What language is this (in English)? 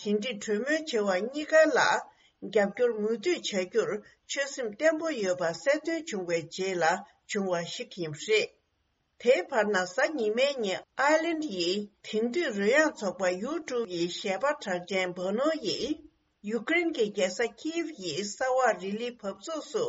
Tibetan